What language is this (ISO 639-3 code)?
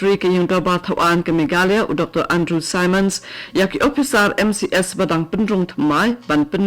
kha